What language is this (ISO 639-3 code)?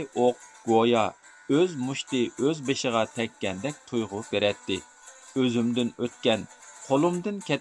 uig